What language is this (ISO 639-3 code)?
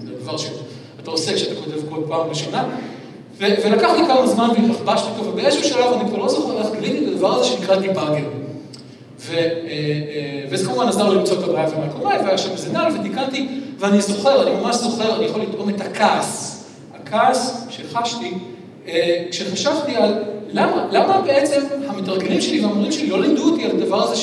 heb